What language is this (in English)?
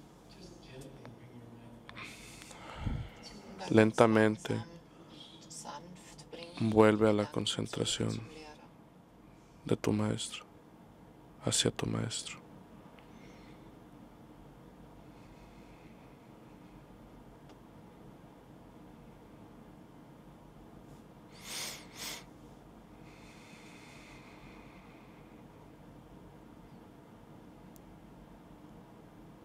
Spanish